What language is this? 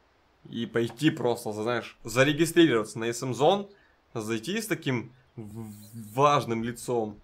Russian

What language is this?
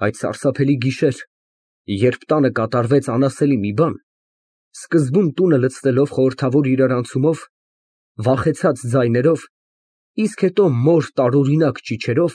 Armenian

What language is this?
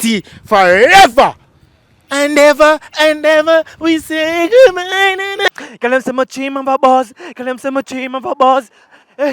Jamaican Creole English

